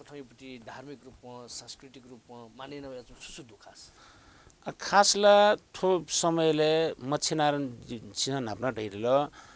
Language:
Newari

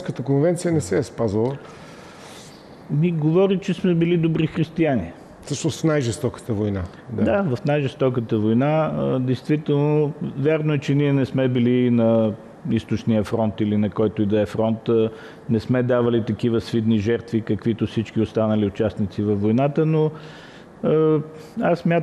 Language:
Bulgarian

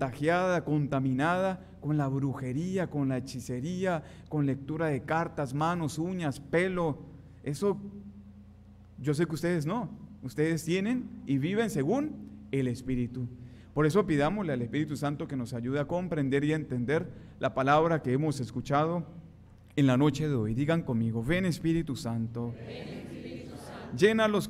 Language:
Spanish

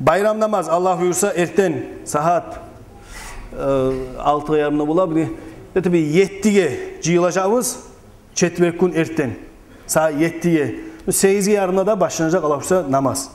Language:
Kumyk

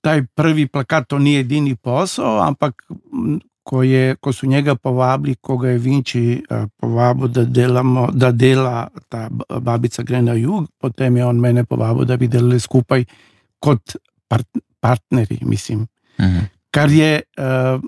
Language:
Slovenian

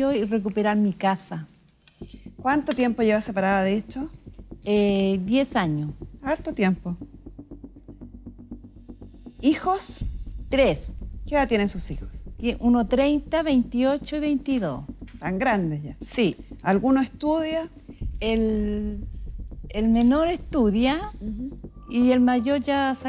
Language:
Spanish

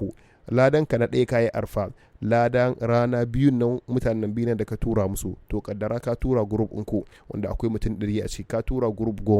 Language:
Hausa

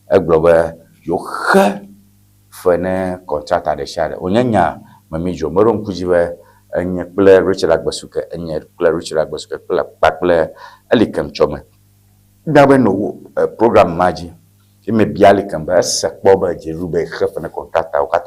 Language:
Ewe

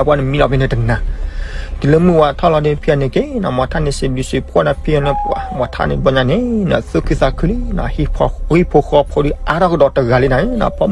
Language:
S'gaw Karen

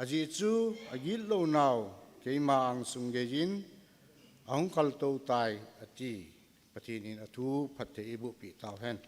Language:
Thado Chin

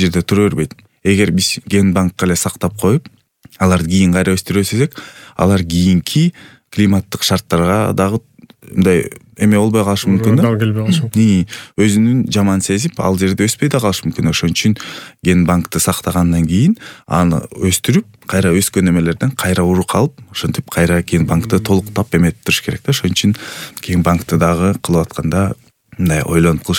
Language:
Kyrgyz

